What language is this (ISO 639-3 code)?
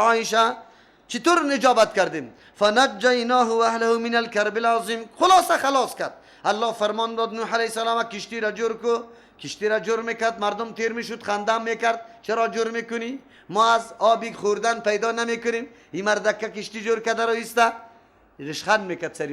fas